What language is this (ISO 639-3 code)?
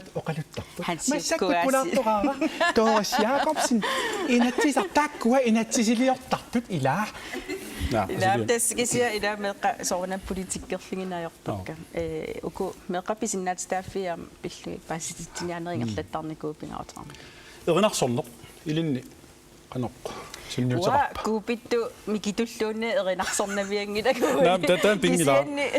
kal